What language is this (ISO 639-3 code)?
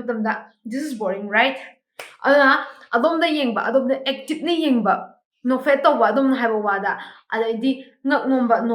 mni